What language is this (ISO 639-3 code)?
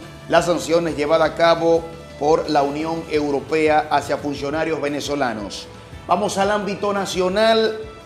spa